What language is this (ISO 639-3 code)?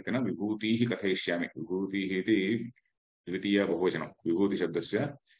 san